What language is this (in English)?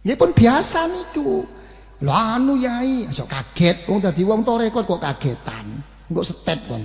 Javanese